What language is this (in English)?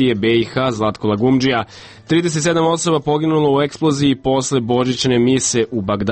Serbian